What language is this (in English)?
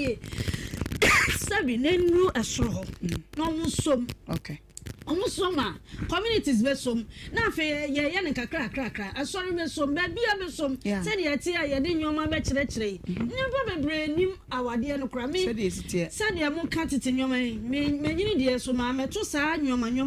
Akan